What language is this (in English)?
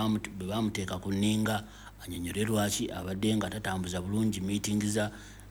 Ganda